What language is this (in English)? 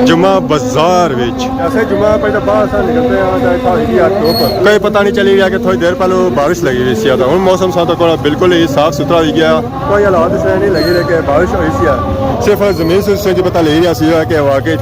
Pahari-Potwari